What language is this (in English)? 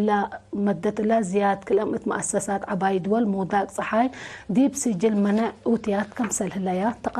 Tigre